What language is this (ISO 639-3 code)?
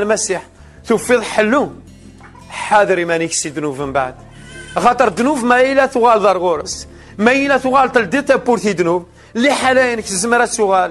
kab